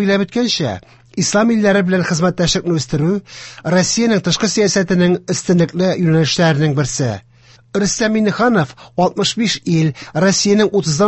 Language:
Tatar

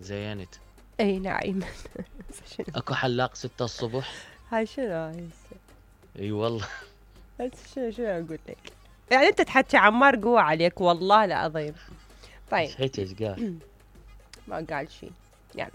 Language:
Mesopotamian Arabic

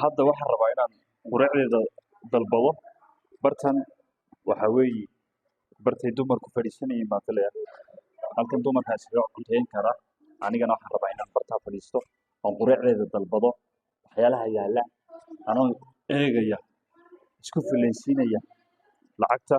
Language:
Somali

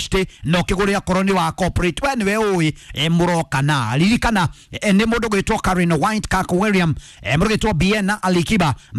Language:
Kikuyu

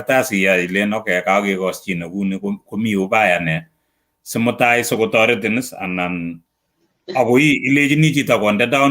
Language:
Kalenjin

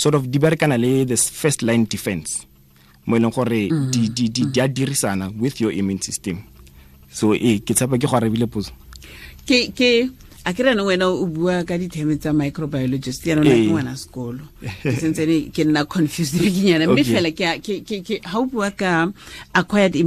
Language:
Tswana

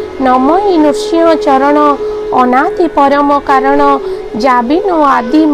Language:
Odia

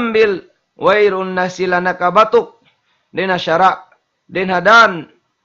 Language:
Tausug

